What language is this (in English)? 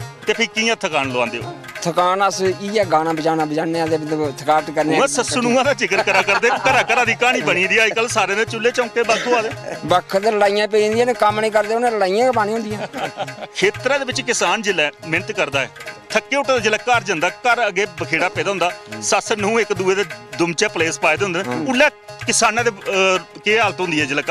Dogri